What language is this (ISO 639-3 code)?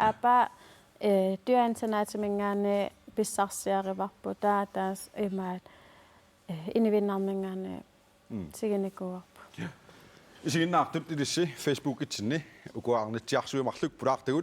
kal